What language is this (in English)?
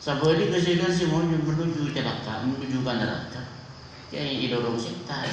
Madurese